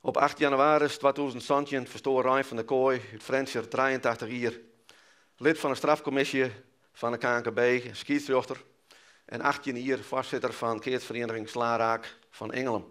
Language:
Western Frisian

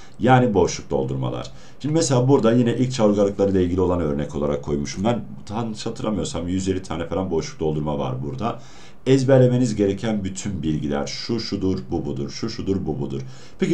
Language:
Turkish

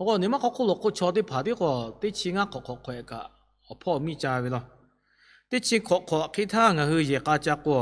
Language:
Lahu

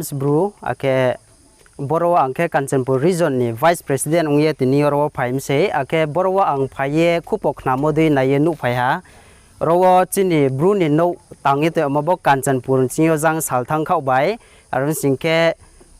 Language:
Riang (India)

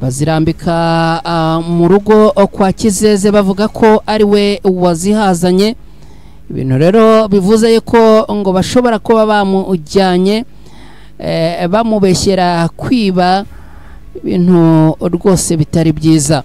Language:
Kinyarwanda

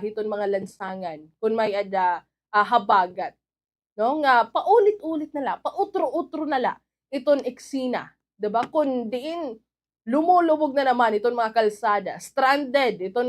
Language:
Waray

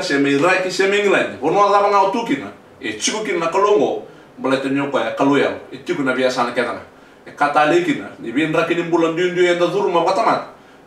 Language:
Fijian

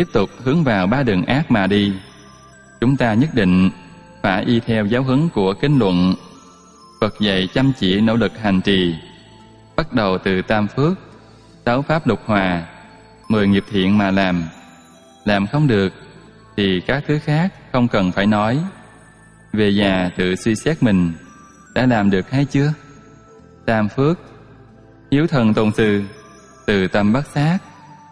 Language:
Vietnamese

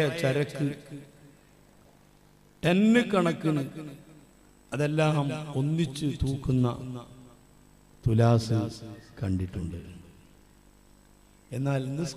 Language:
Malayalam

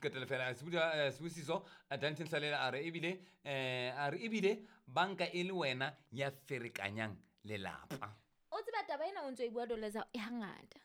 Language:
Southern Sotho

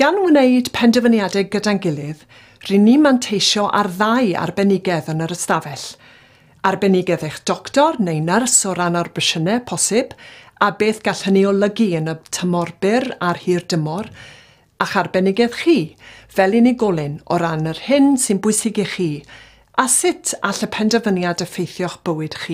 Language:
Welsh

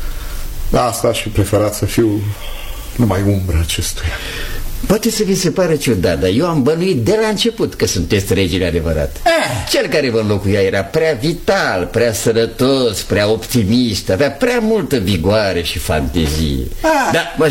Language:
Romanian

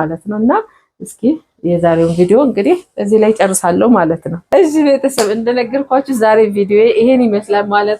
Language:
Amharic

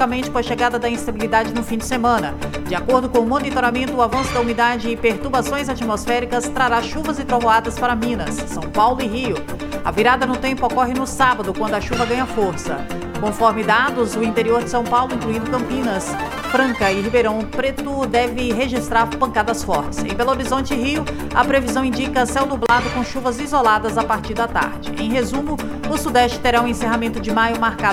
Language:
Portuguese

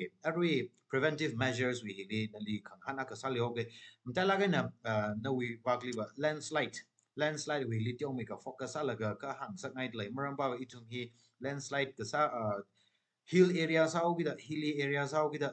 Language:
Tangkhul Naga (India)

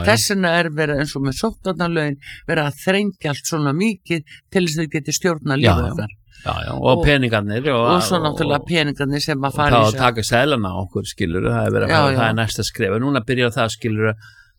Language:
Icelandic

